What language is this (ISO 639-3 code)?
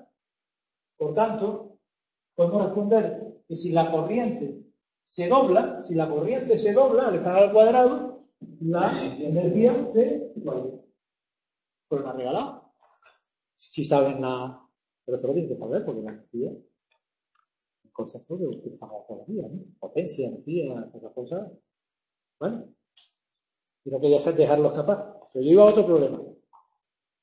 spa